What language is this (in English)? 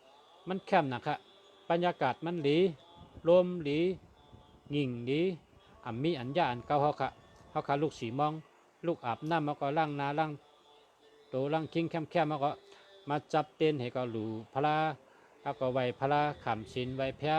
Shan